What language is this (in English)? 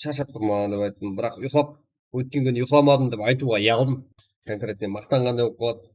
Kara-Kalpak